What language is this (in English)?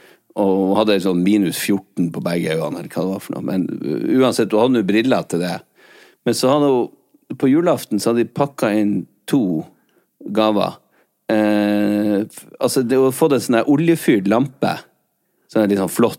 Norwegian